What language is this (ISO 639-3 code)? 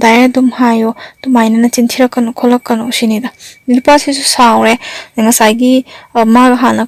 mni